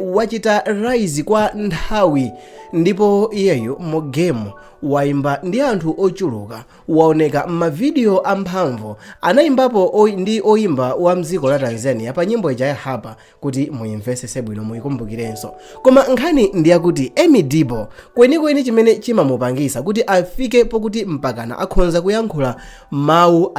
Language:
Nyanja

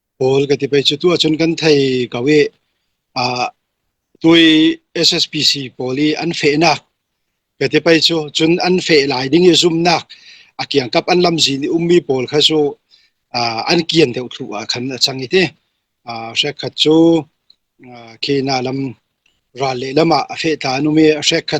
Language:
Falam Chin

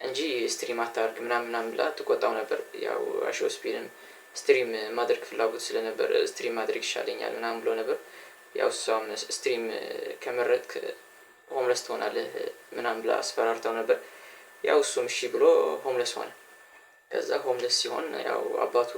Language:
Amharic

